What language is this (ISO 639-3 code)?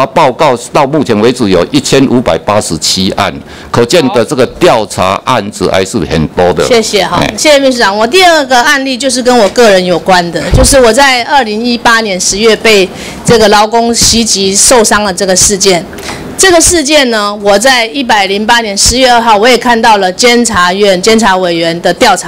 zho